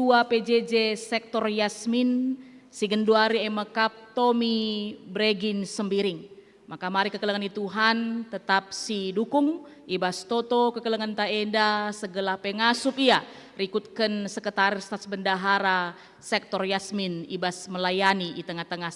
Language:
Batak Karo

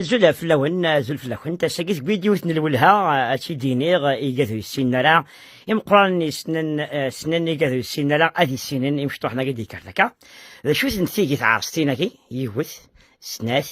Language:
Kabyle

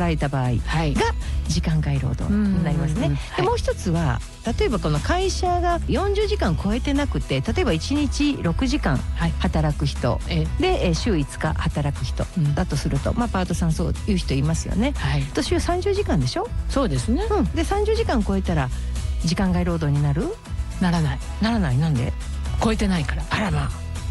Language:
Japanese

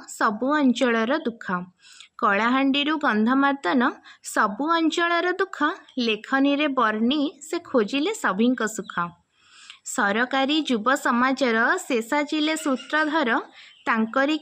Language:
Odia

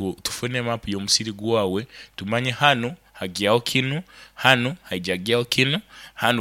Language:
Nyankole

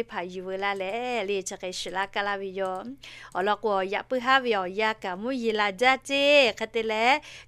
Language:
Lahu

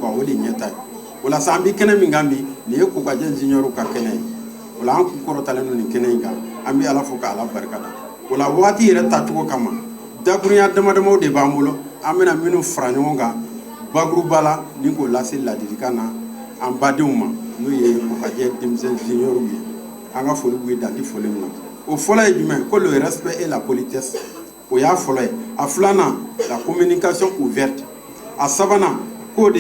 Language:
Bambara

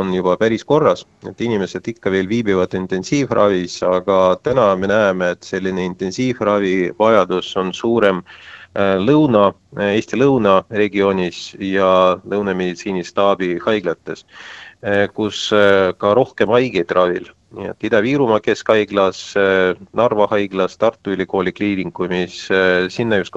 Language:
Estonian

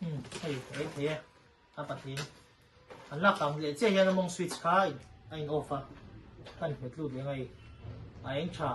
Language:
Mizo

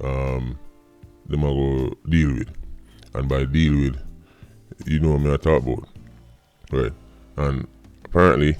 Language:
Jamaican Creole English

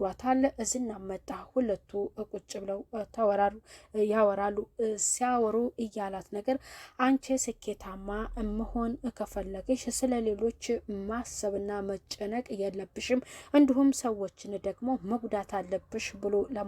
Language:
Amharic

